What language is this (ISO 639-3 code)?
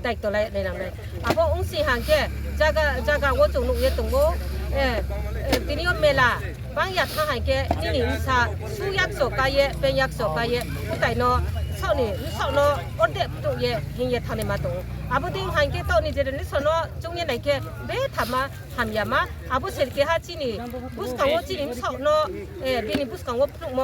ria